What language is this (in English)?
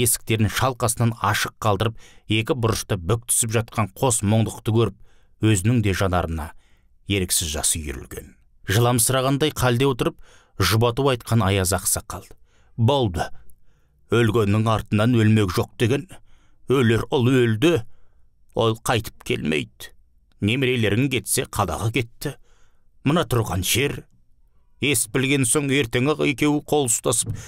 Kazakh